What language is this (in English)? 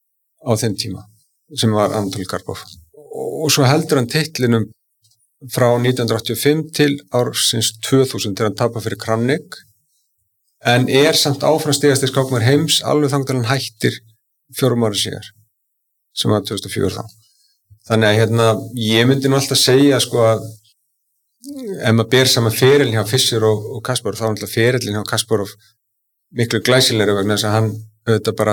Icelandic